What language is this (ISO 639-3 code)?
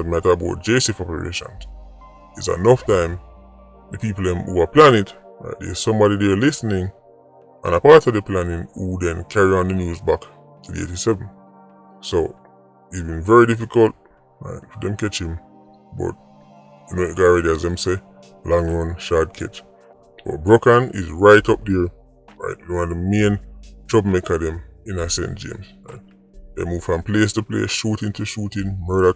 jam